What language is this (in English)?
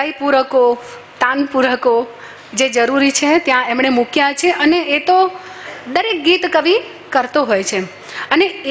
Gujarati